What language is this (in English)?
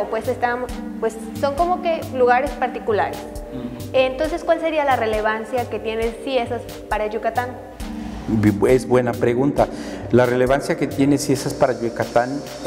Spanish